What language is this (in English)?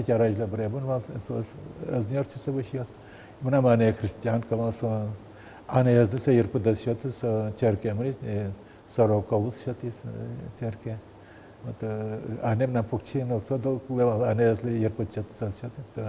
Udmurt